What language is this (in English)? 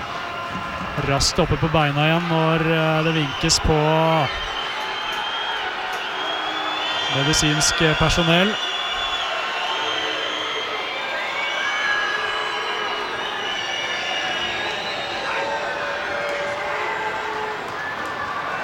Norwegian